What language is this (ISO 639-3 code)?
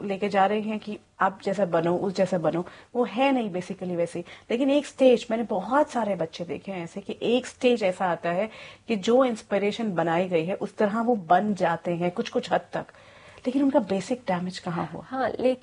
hin